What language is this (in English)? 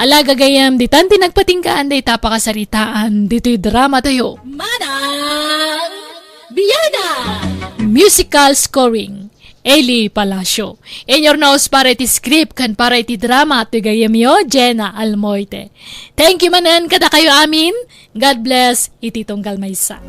Iloko